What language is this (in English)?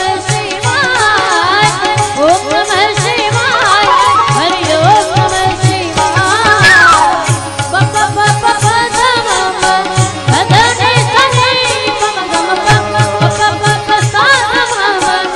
Gujarati